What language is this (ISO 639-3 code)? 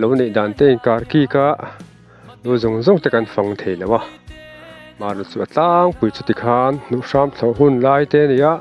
lus